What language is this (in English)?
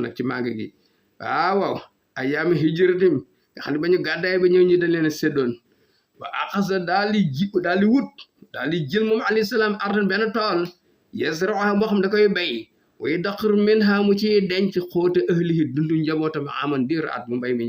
Wolof